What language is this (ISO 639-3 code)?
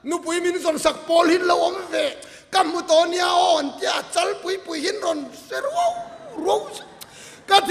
lus